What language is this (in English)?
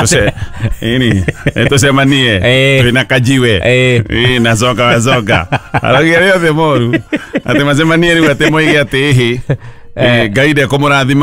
Kikuyu